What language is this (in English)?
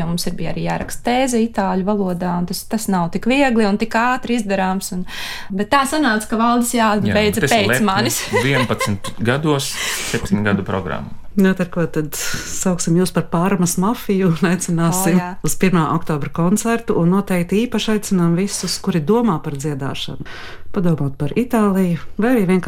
Latvian